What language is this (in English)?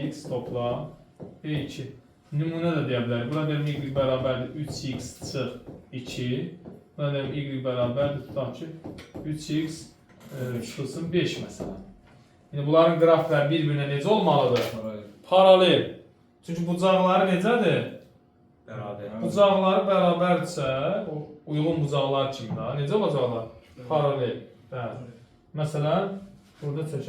Azerbaijani